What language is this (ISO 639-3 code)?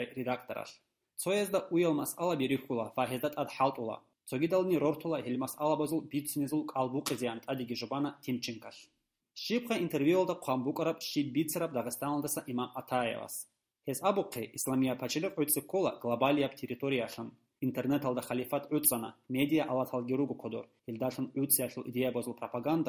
ava